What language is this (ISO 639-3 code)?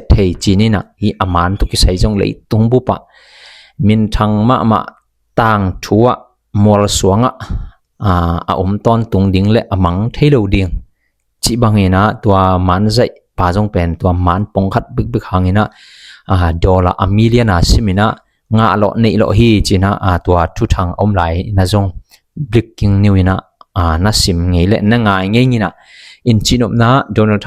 ctd